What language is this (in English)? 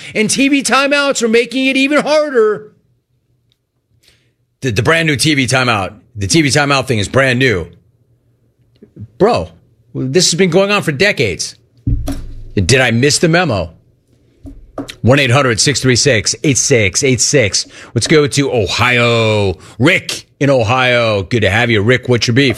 English